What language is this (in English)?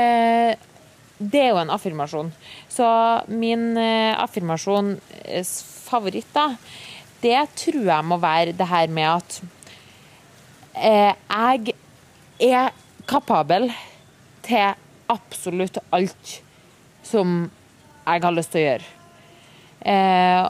Norwegian